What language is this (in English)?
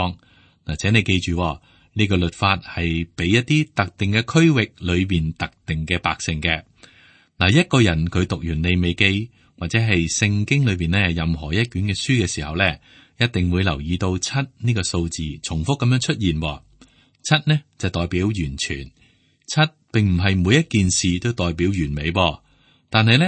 Cantonese